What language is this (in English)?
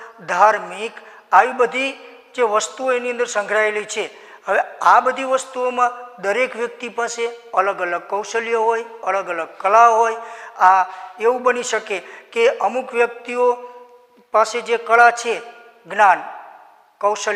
Gujarati